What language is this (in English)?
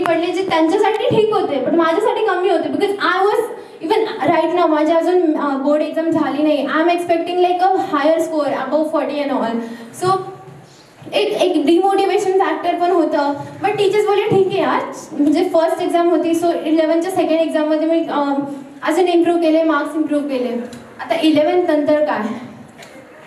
Marathi